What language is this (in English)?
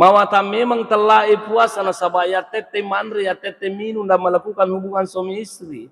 Buginese